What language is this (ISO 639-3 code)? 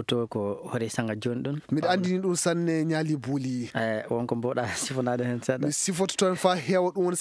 ful